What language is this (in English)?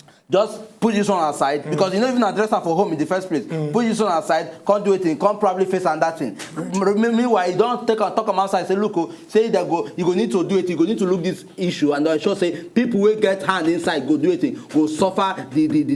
Nigerian Pidgin